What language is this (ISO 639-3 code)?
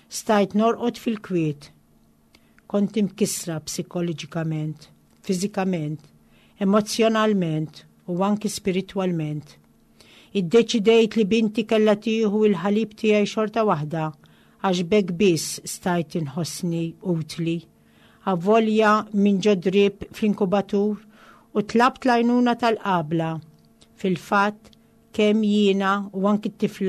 mlt